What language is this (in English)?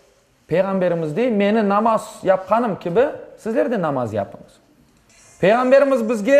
Crimean Tatar